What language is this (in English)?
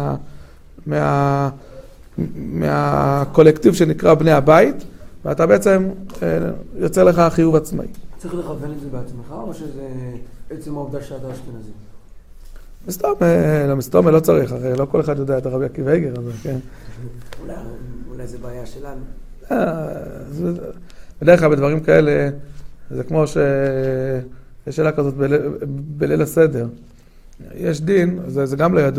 Hebrew